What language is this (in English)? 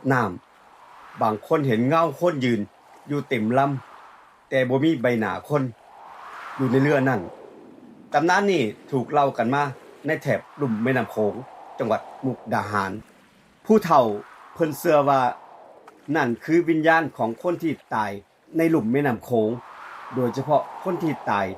Northeastern Thai